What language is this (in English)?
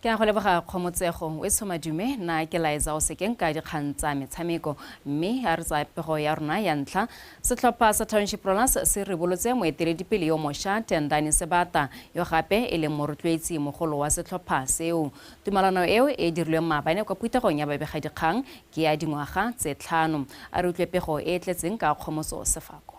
Tswana